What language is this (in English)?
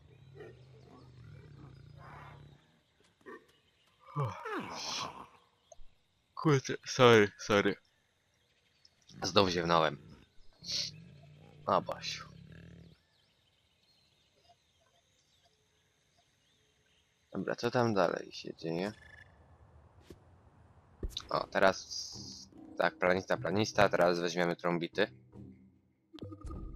Polish